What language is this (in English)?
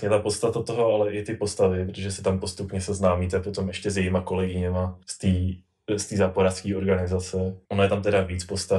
Czech